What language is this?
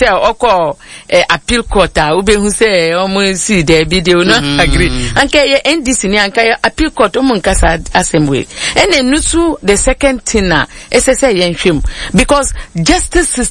Akan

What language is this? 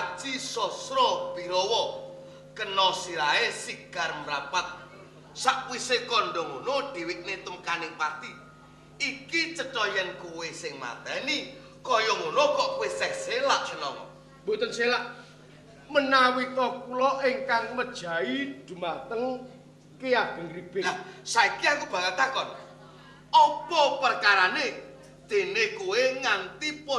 Javanese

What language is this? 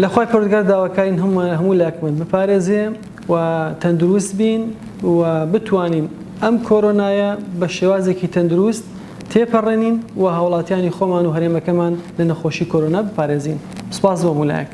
Central Kurdish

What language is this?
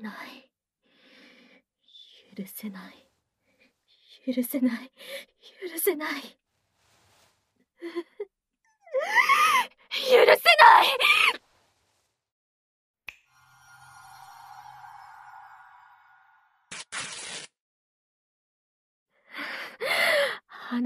Japanese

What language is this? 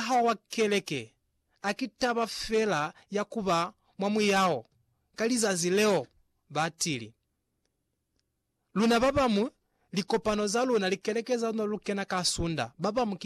Lozi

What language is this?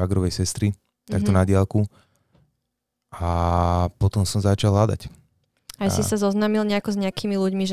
Slovak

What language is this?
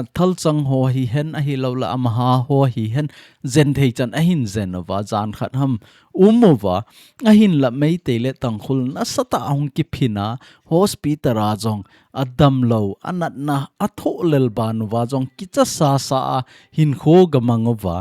Thado Chin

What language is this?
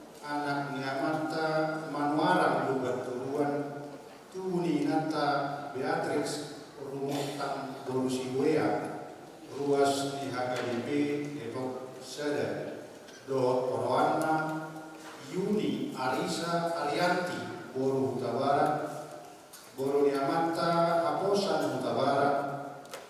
Batak Toba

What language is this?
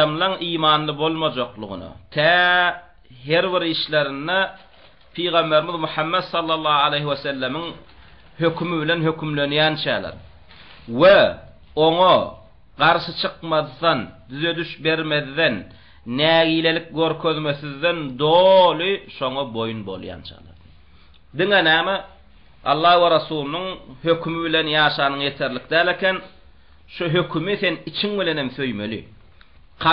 Turkmen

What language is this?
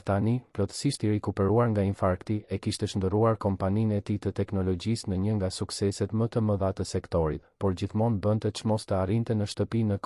Albanian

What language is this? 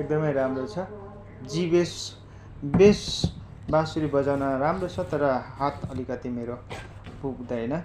Nepali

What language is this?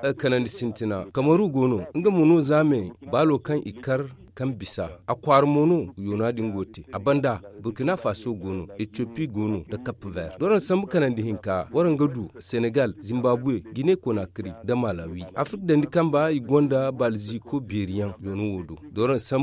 Zarma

